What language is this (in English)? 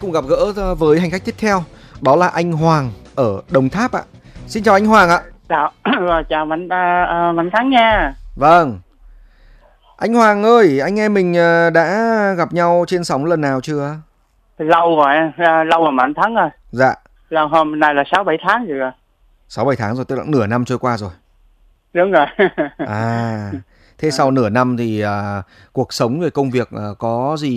Vietnamese